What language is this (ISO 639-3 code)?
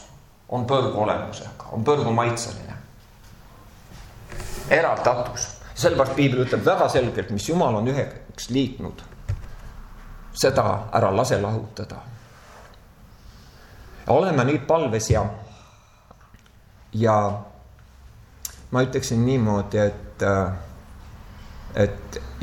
est